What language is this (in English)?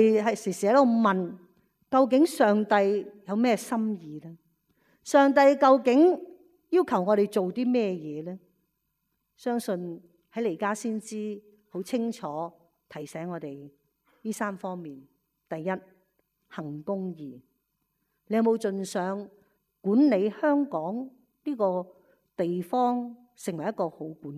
Cantonese